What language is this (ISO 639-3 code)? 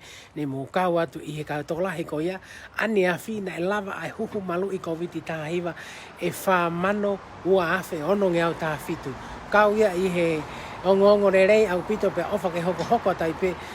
ton